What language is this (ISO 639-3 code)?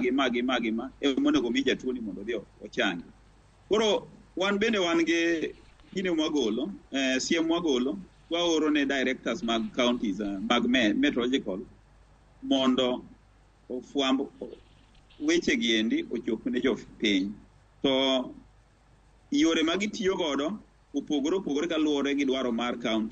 luo